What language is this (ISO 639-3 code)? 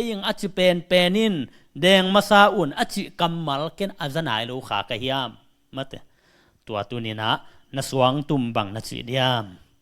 ctd